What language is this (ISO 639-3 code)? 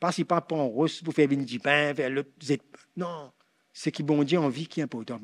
mfe